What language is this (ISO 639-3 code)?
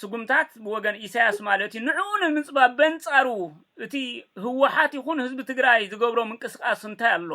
tir